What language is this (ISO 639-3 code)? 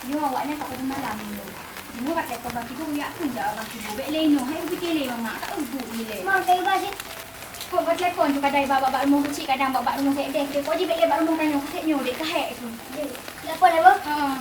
ace